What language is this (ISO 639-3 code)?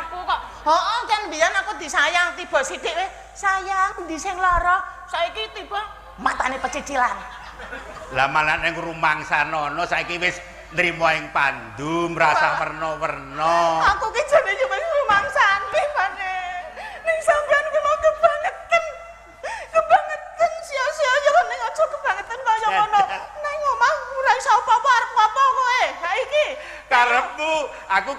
jav